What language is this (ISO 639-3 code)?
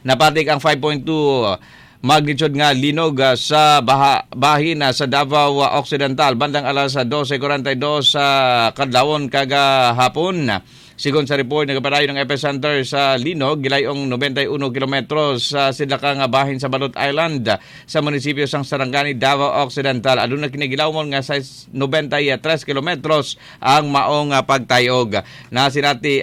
ceb